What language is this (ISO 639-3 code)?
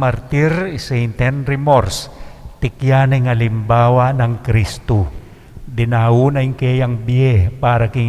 pam